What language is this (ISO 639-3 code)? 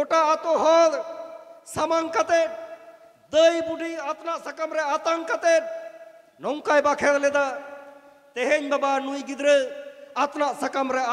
sat